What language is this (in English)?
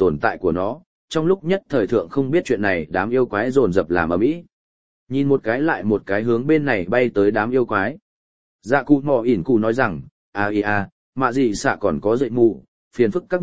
Vietnamese